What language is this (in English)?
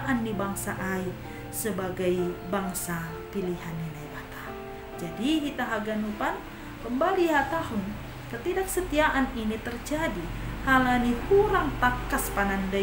Batak Simalungun